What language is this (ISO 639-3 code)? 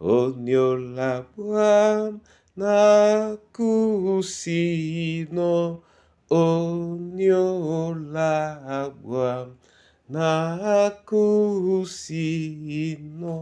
dua